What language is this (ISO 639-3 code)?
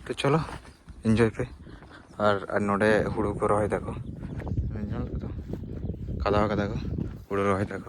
sat